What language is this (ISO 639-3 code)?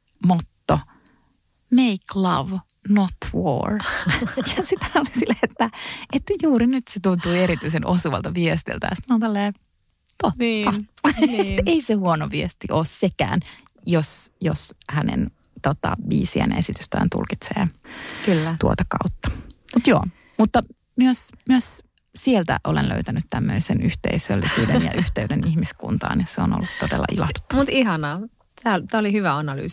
fin